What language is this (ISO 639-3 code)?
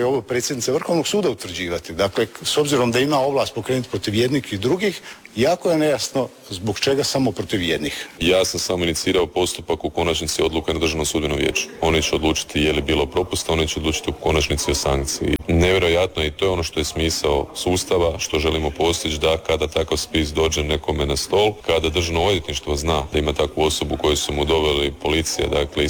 hrv